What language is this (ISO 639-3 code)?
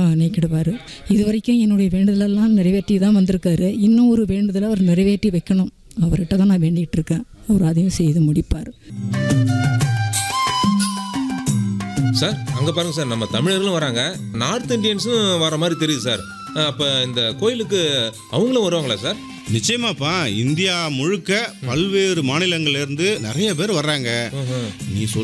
tam